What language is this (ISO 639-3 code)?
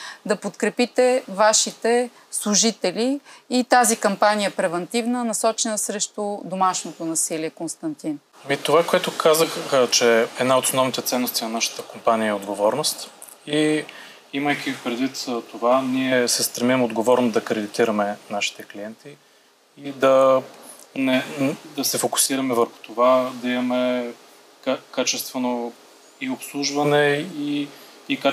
bul